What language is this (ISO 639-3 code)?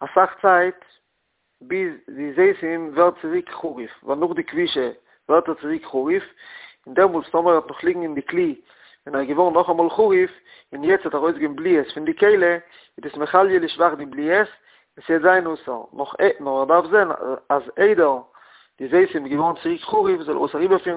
yid